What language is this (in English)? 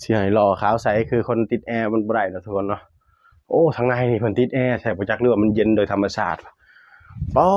Northeastern Thai